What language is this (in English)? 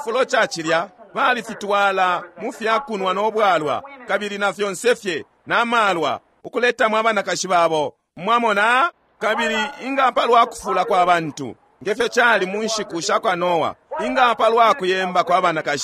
Bemba